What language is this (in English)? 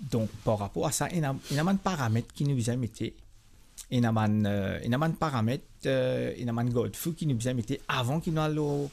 Morisyen